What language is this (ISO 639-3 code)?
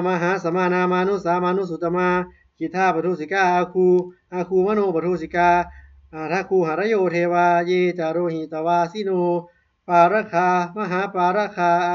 pli